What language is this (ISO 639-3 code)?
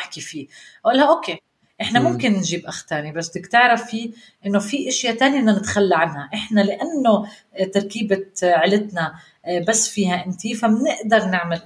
apc